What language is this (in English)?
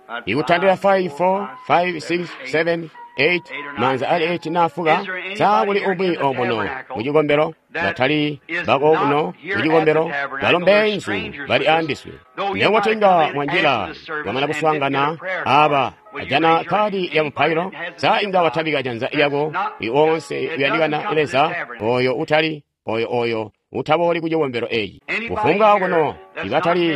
Tonga (Zambia)